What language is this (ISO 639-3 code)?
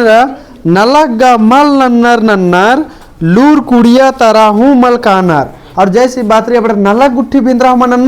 kru